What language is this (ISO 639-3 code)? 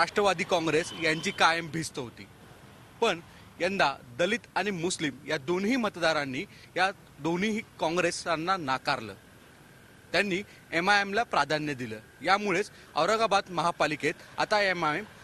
mar